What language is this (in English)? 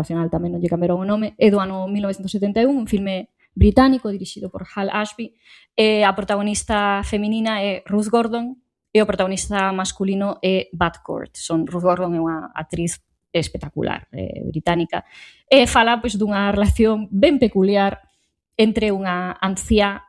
Galician